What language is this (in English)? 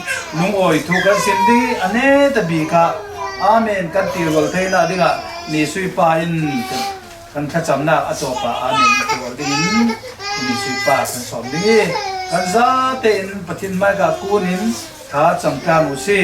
Falam Chin